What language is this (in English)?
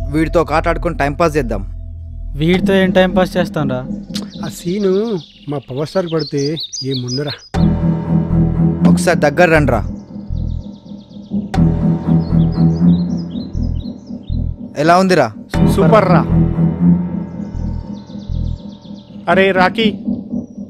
Telugu